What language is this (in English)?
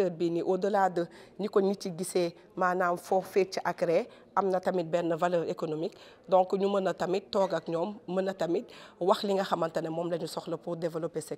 Wolof